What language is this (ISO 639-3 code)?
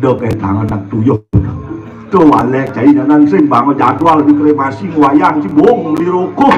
ban